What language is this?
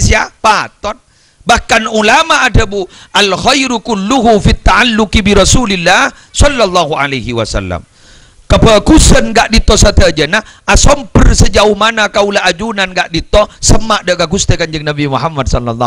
Madurese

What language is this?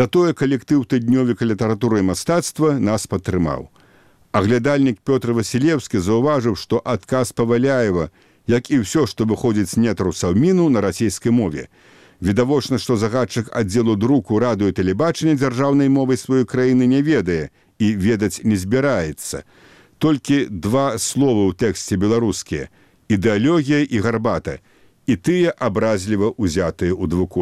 Belarusian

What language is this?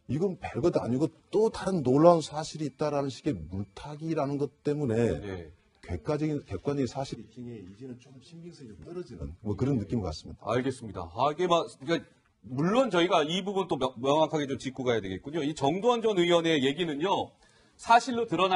Korean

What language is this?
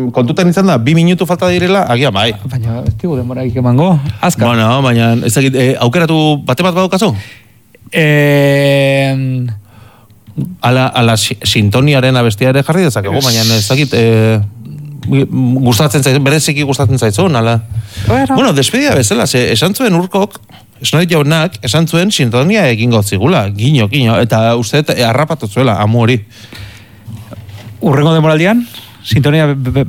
Basque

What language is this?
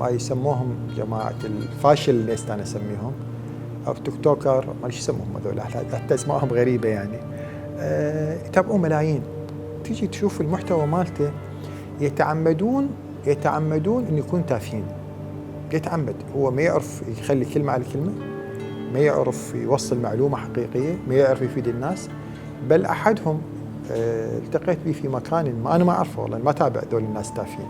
Mesopotamian Arabic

